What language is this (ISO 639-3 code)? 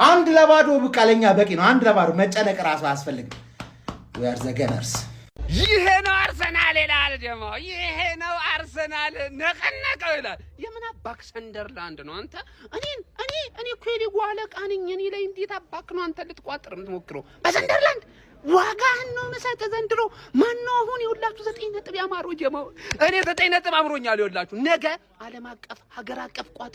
amh